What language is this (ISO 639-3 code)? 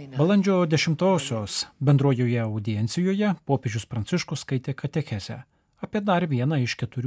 lit